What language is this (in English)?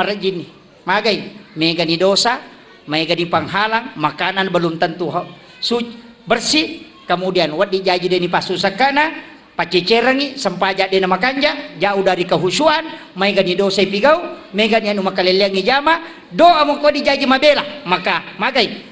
Buginese